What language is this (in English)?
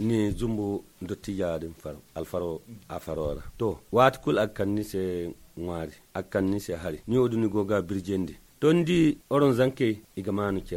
Zarma